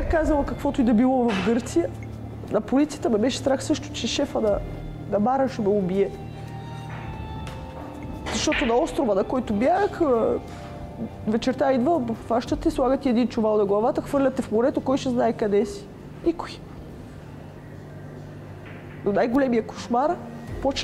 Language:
Bulgarian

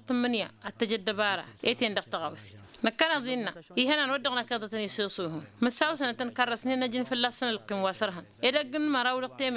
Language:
Tamasheq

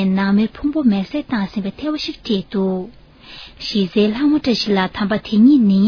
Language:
Tibetan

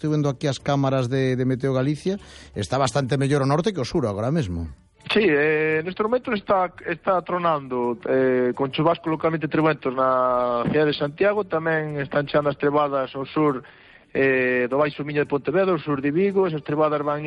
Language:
Galician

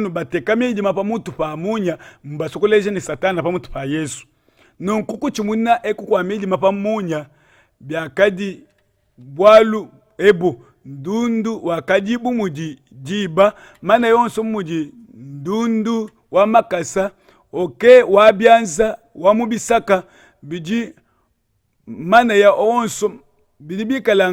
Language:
Luba-Lulua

